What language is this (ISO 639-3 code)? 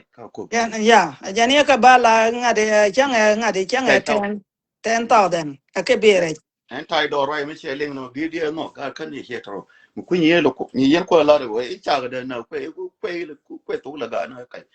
nus